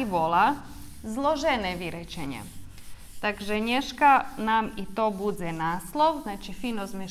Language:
Rusyn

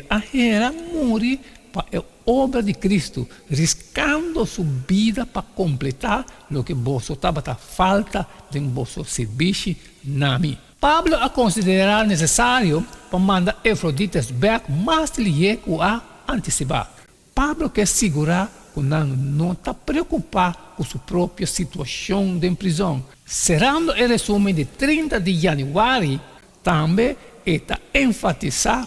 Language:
Papiamento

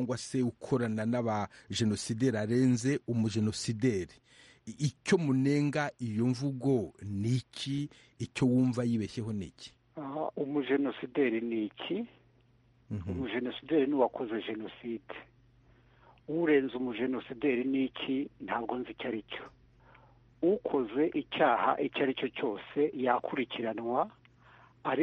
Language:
Kinyarwanda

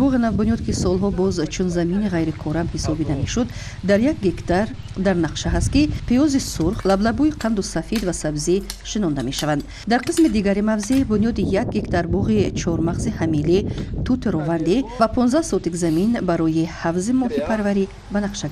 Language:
Tajik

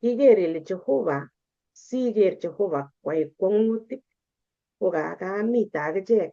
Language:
Kalenjin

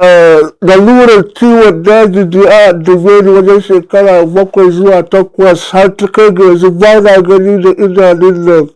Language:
Hausa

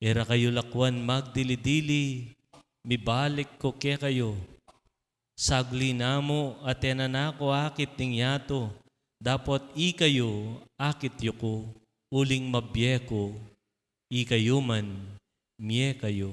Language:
Pampanga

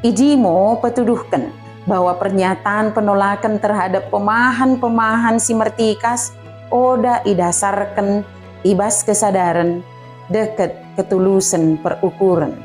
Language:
Batak Dairi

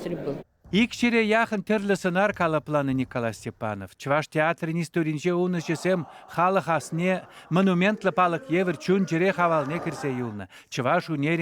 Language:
Chuvash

